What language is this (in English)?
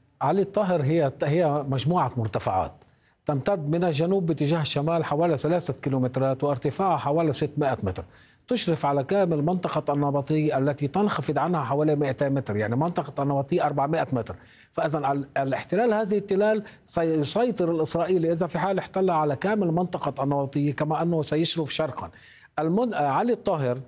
Arabic